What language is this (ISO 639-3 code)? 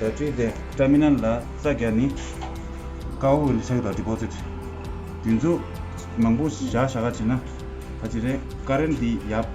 bod